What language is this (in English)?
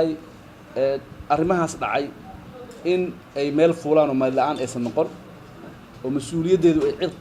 Somali